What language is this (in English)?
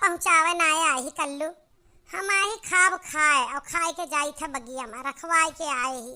Awadhi